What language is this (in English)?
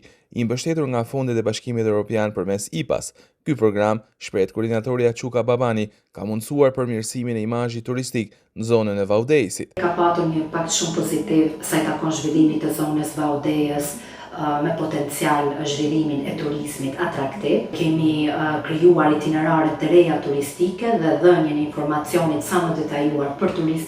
Albanian